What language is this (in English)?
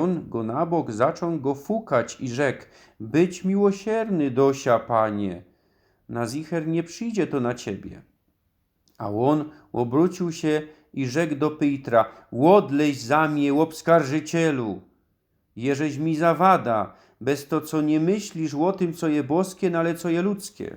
Silesian